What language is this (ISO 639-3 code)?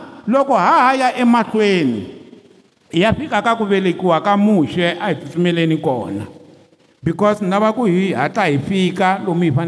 tso